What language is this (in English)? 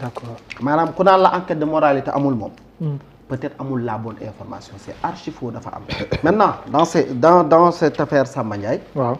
Wolof